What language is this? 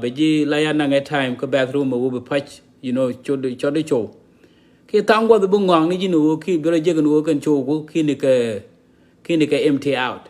Nuer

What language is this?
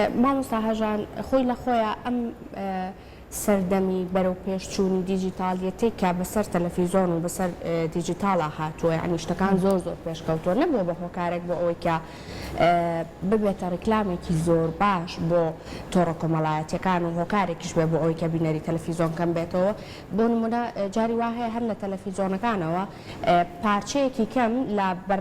Central Kurdish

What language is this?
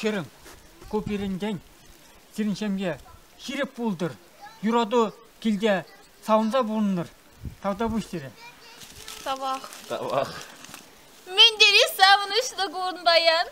Chuvash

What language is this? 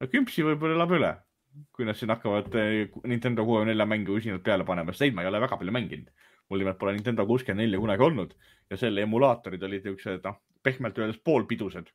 Estonian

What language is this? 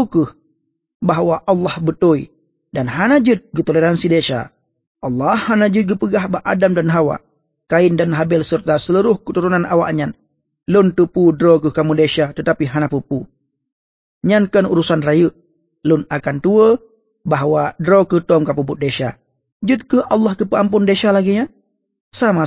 Achinese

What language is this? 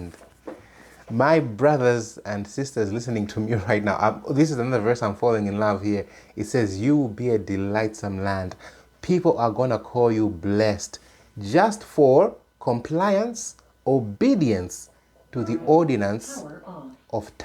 English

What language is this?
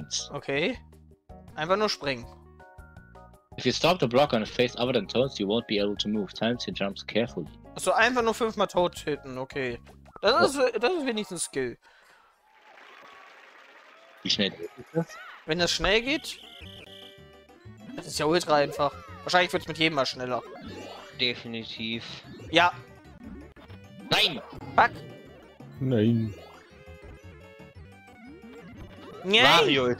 German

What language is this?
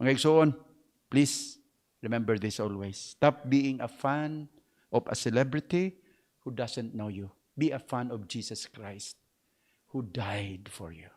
Cebuano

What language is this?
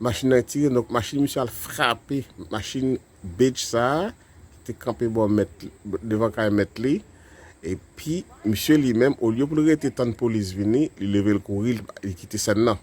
Haitian Creole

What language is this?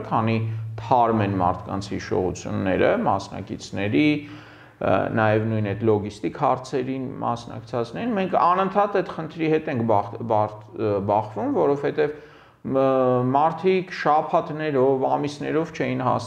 Armenian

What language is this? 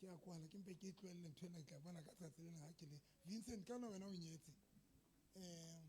Southern Sotho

